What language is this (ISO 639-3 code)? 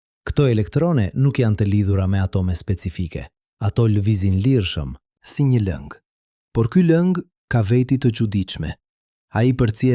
sqi